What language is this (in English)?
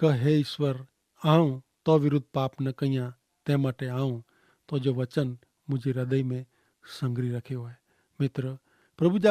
Kachhi